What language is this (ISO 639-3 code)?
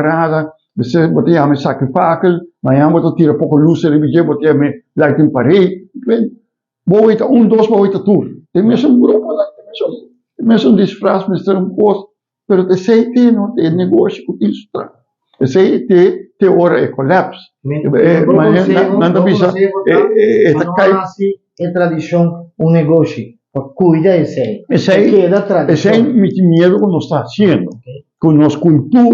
pap